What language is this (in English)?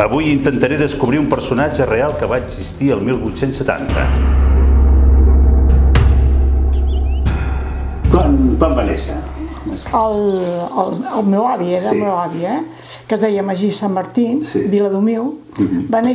Catalan